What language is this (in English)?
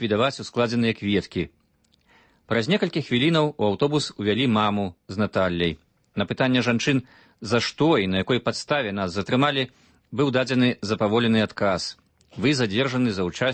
Belarusian